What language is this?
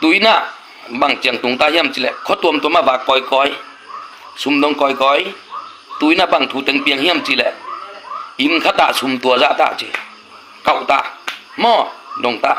Tedim Chin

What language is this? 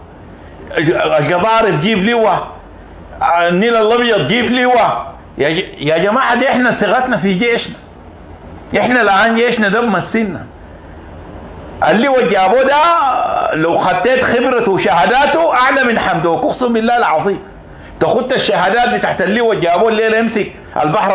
Sudanese Arabic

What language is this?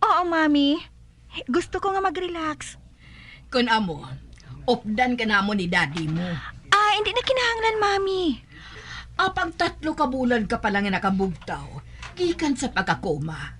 Hiligaynon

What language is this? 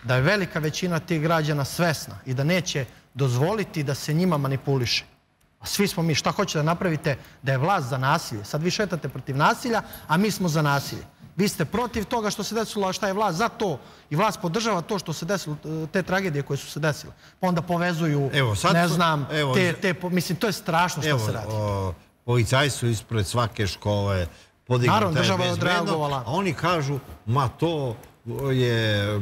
Serbian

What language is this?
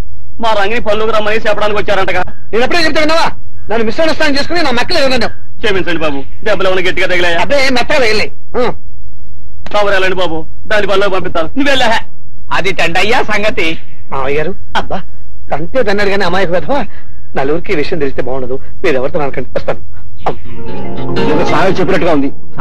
Telugu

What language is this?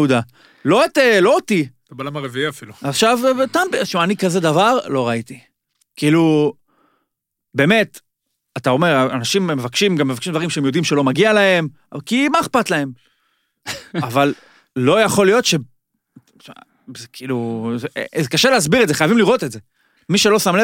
Hebrew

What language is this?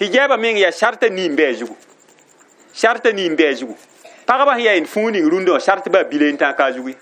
Mossi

